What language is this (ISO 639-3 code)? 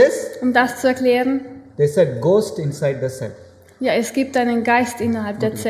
deu